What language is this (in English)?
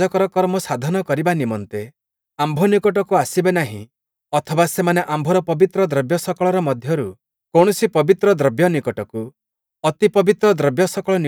Odia